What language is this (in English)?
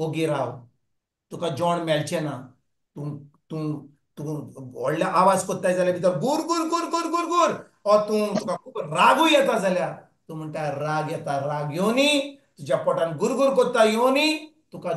Konkani